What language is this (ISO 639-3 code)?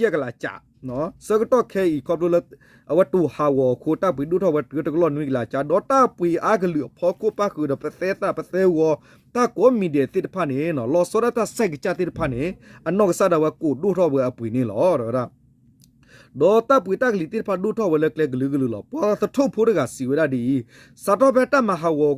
ksw